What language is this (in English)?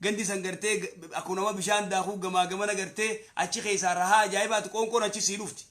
Oromo